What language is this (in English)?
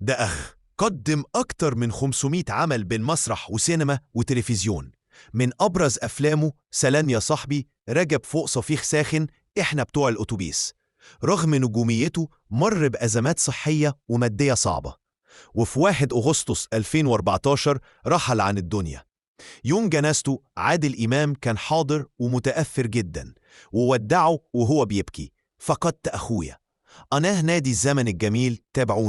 Egyptian Arabic